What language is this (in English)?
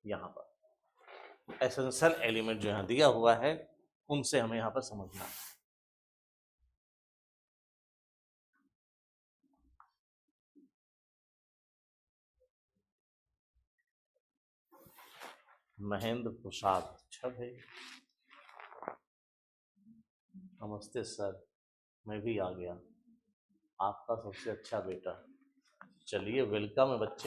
Hindi